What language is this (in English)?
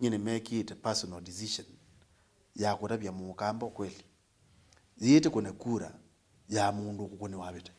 Kamba